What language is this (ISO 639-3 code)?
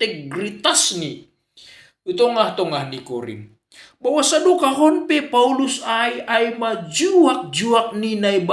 bts